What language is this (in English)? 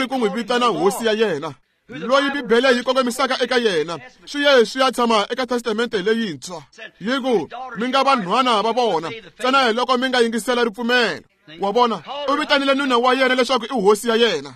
Tsonga